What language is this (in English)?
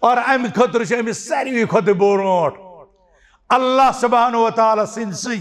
Kashmiri